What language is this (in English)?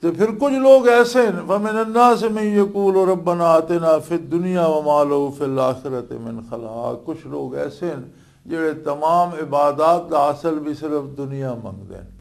Western Panjabi